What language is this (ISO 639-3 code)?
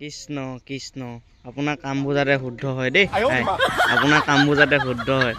asm